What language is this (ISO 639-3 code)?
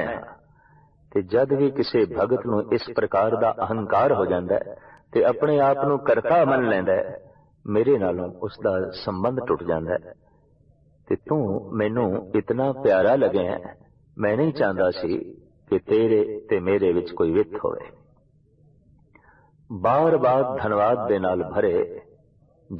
pan